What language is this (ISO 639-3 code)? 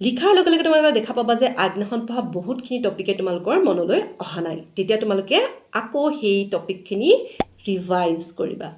asm